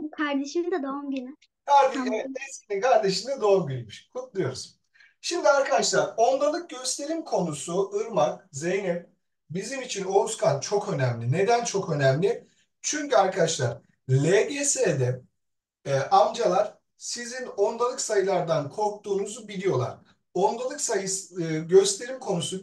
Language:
Turkish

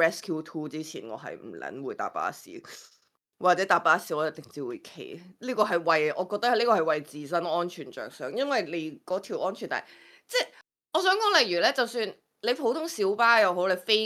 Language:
Cantonese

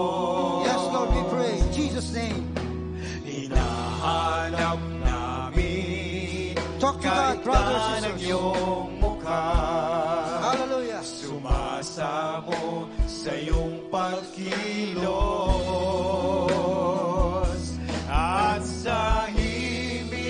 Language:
Filipino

